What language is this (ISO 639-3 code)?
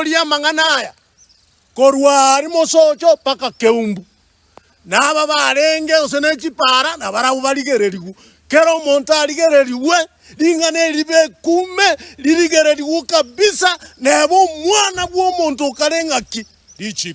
guz